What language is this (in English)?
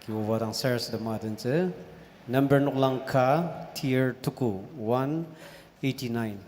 Ao Naga